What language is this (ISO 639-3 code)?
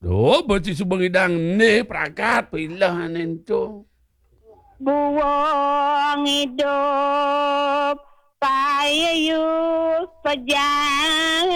ban